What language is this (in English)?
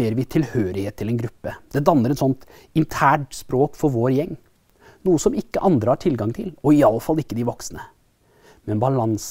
Norwegian